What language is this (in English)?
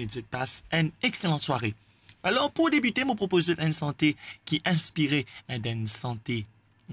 Morisyen